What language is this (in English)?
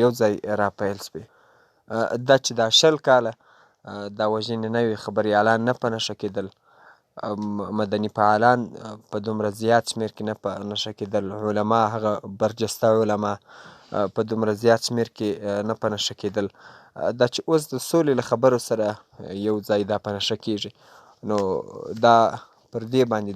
Pashto